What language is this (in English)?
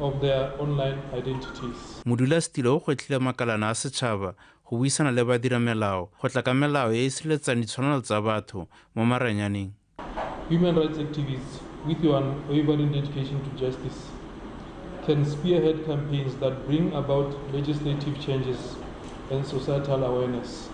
Tswana